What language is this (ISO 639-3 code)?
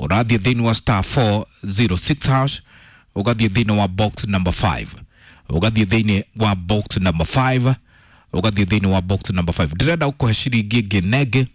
kik